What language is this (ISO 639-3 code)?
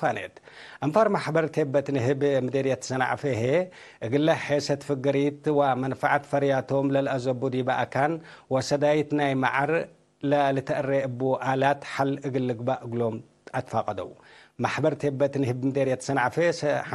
tig